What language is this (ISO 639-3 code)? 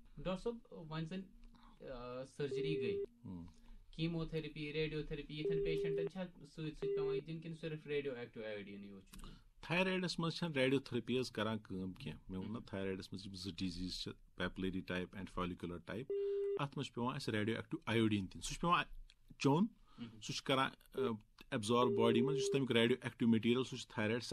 kas